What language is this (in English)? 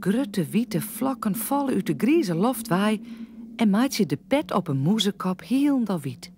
Western Frisian